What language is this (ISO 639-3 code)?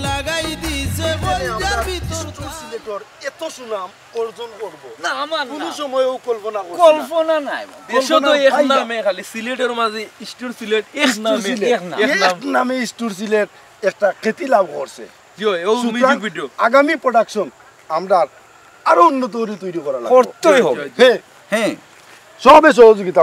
syl